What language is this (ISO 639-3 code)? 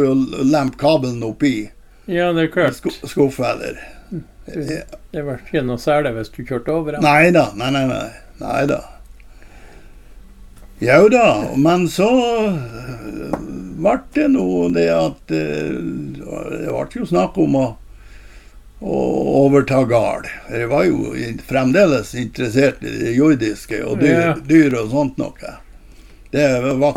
nor